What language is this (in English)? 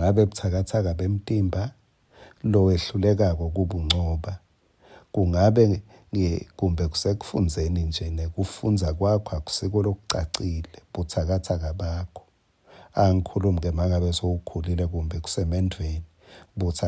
Swati